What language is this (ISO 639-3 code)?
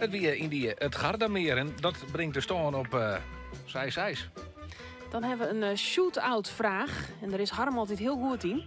fry